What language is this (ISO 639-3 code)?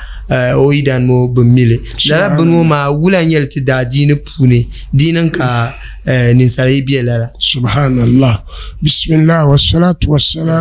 dag